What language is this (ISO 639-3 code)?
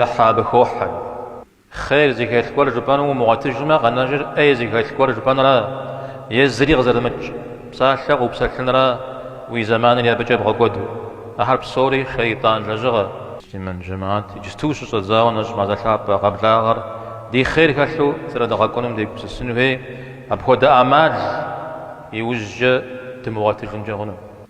kbd